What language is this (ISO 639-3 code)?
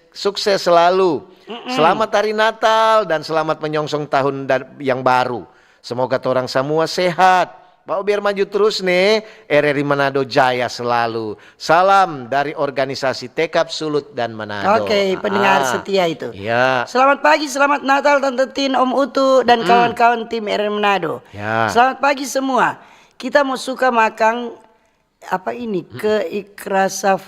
xmm